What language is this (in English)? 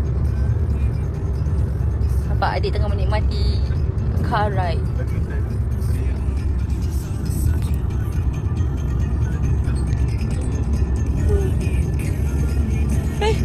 Malay